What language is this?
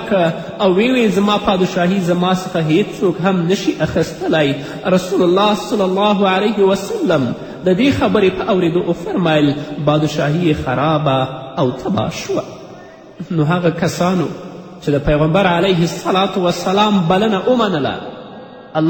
Pashto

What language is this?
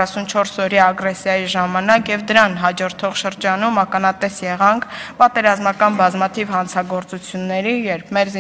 Armenian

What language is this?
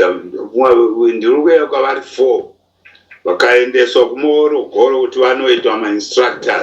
Shona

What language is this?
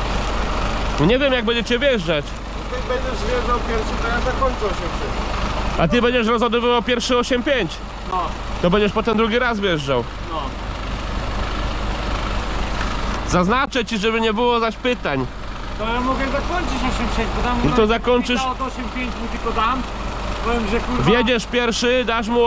Polish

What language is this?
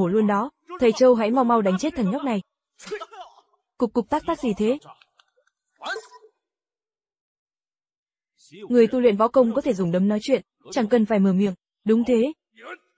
Vietnamese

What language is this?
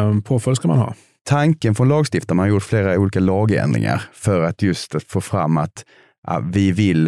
Swedish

